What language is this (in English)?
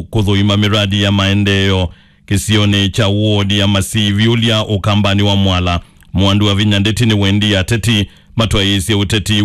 Kamba